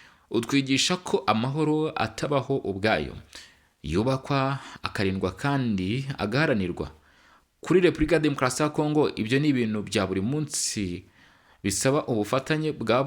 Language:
Kinyarwanda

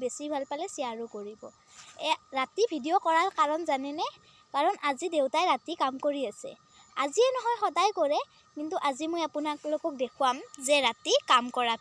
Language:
Assamese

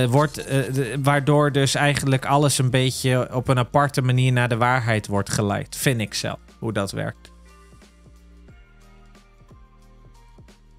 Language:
Dutch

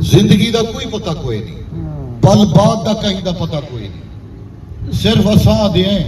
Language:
Saraiki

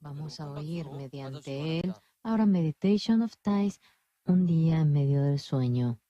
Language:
Aymara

